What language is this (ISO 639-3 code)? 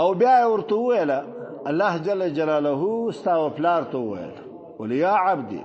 pus